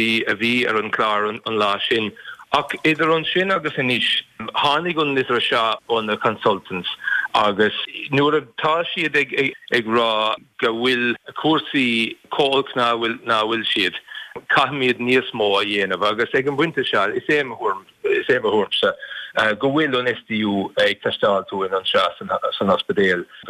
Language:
Irish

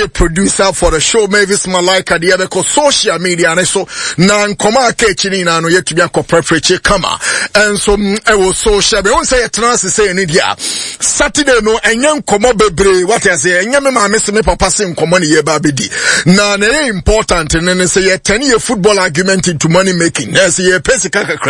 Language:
Akan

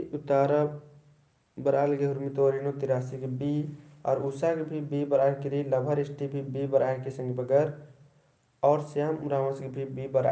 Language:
Kurukh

